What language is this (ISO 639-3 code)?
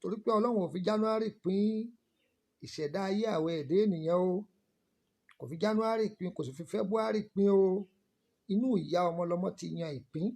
yor